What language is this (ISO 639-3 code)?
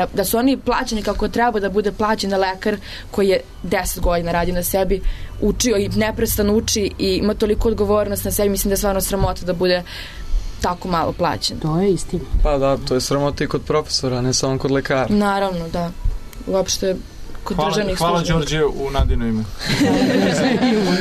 srp